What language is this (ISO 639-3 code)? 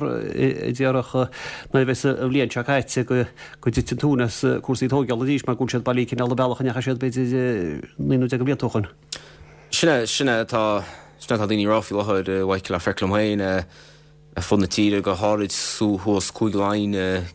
gle